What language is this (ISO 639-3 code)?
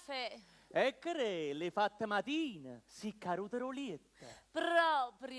nap